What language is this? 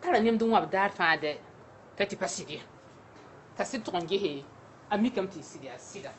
Mossi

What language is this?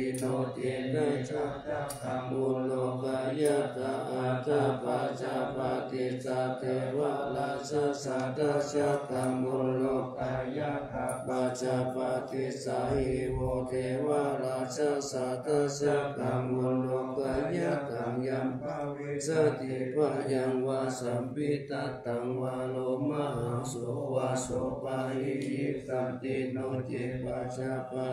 Pali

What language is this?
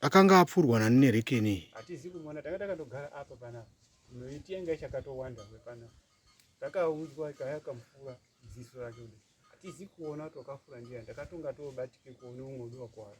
Shona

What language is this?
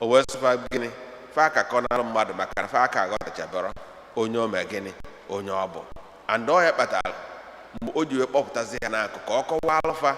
Igbo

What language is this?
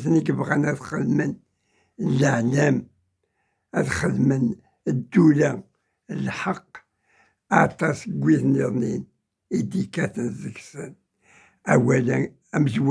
Kabyle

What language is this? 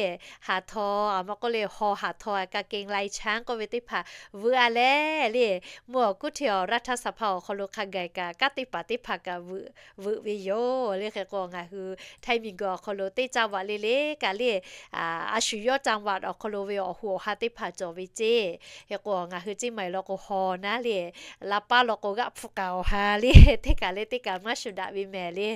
Lahu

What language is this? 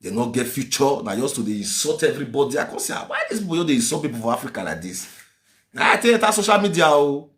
Nigerian Pidgin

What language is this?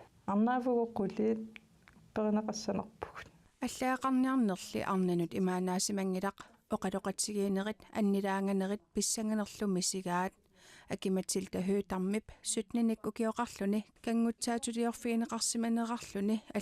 Kalaallisut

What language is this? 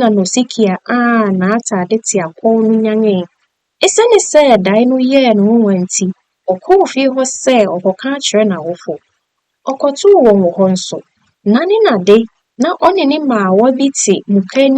Akan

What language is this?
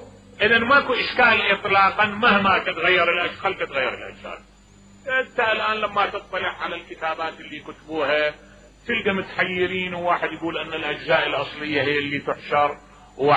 Mesopotamian Arabic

